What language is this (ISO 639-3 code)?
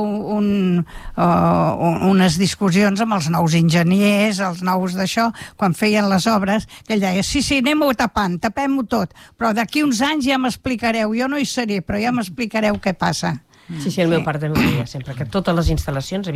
cat